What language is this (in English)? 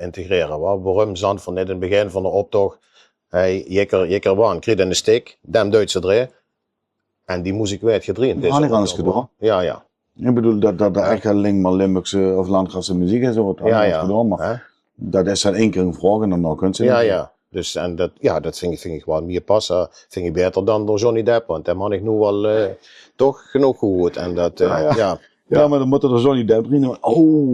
Limburgish